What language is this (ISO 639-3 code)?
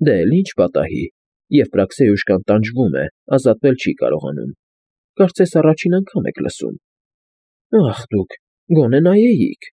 hye